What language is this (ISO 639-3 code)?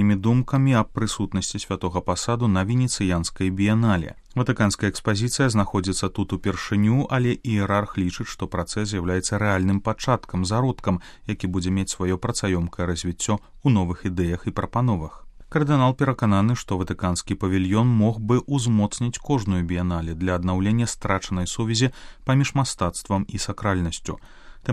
bel